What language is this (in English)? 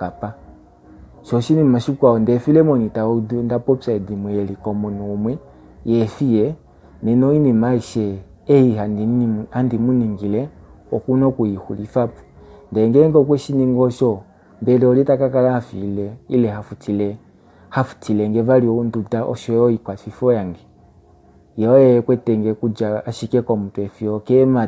Kuanyama